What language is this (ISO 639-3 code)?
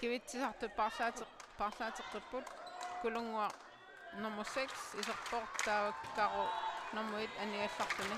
kal